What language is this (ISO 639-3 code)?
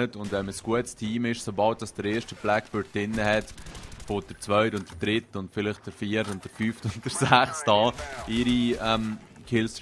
gsw